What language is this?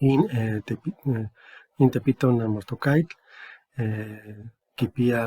Eastern Huasteca Nahuatl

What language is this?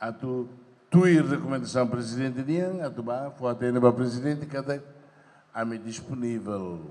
Tetum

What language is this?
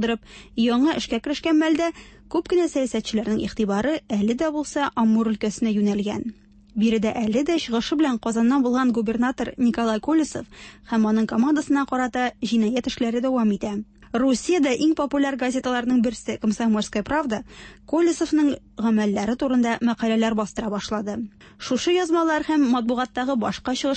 Tatar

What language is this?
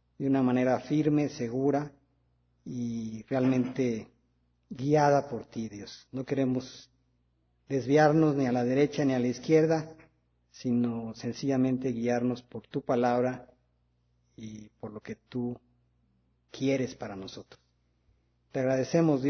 Spanish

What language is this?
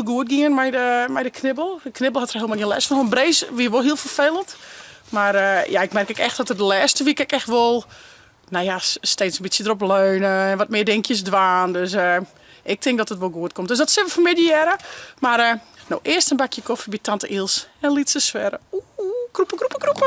Western Frisian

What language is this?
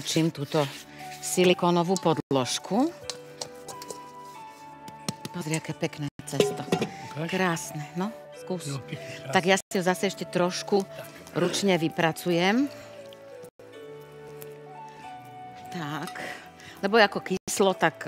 Slovak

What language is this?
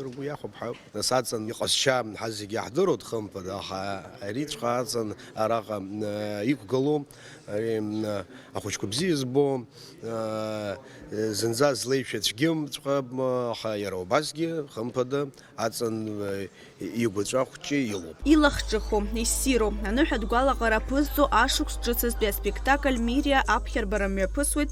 Abkhazian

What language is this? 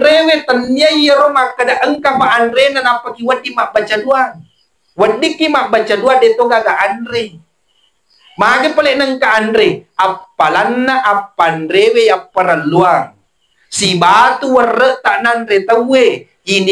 Buginese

